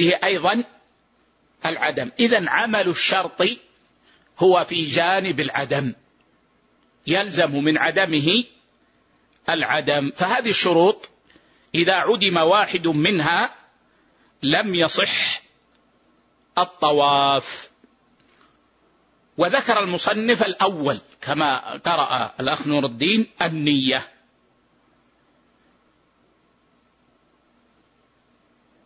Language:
Arabic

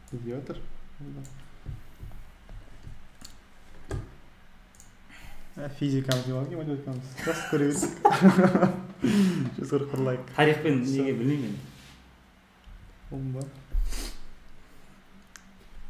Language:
Kazakh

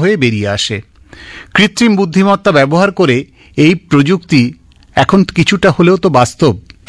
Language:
Bangla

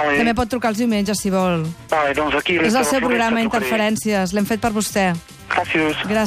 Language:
Catalan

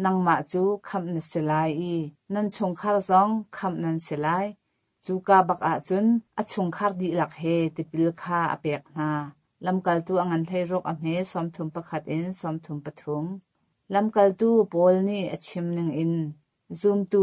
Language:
Hakha Chin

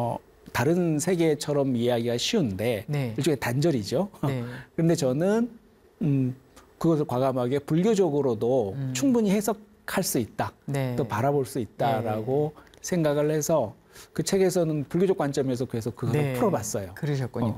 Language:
Korean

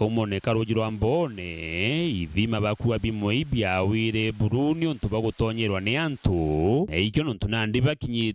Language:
Meru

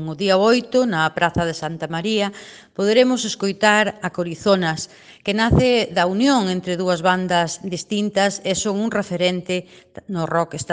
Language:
Galician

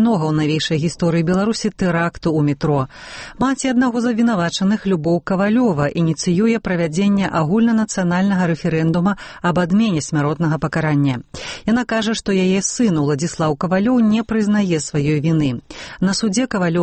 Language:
Belarusian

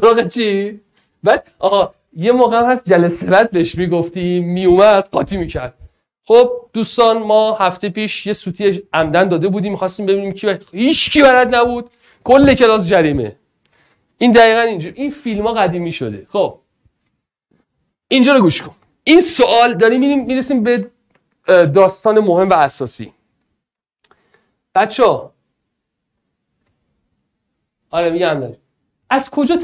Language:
Persian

